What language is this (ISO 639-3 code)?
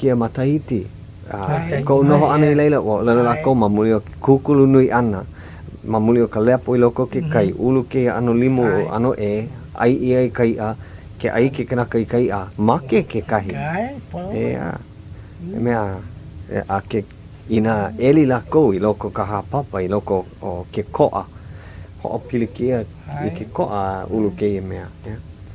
haw